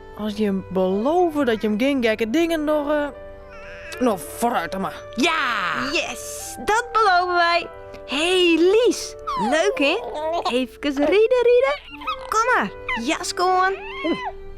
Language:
Western Frisian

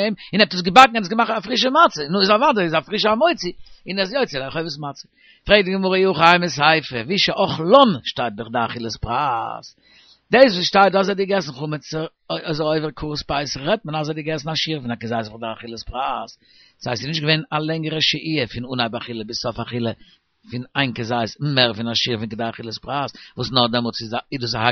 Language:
Yiddish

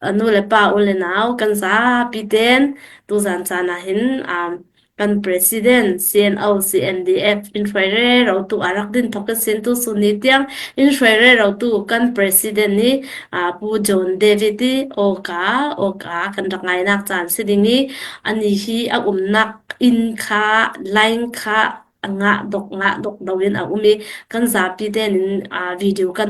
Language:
Falam Chin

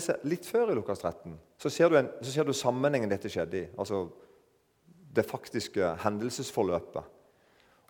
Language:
Norwegian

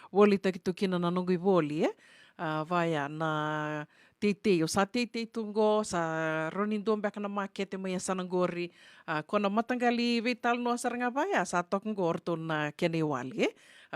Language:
Fijian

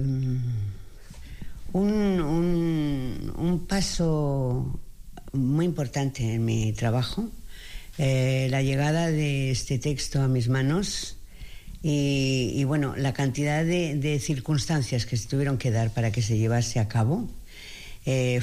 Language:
Spanish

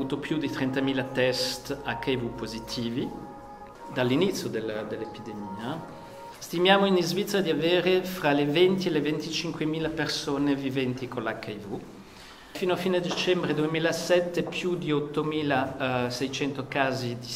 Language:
Italian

